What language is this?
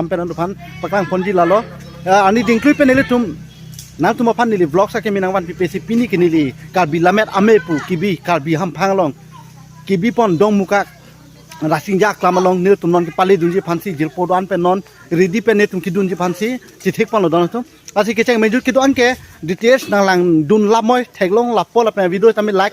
Karbi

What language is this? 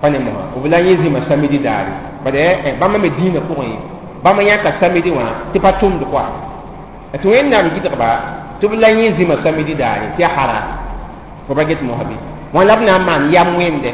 Mossi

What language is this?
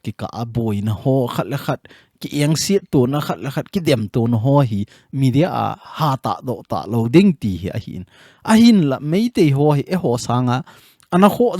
Thado Chin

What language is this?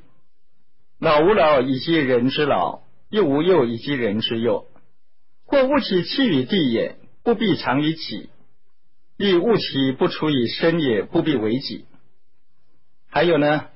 Chinese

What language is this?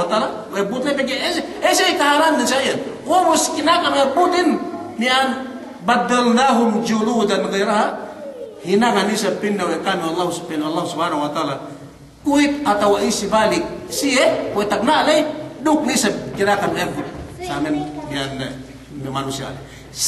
Yakan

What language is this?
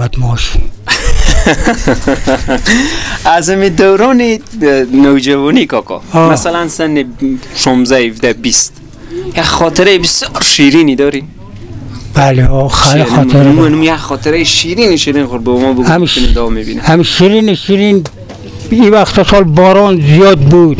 Persian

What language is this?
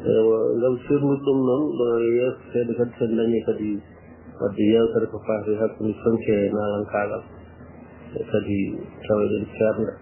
Fula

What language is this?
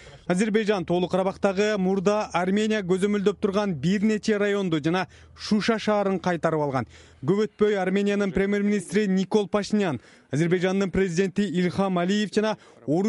Kyrgyz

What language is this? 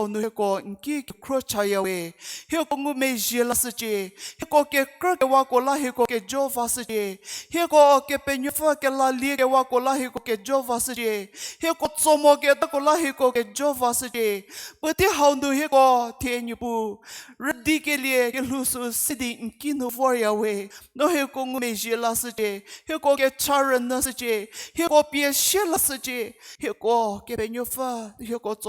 Angami Naga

